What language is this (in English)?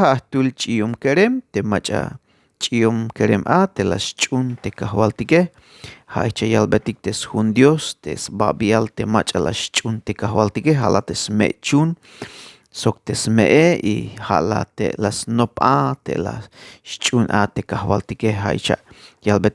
Tzeltal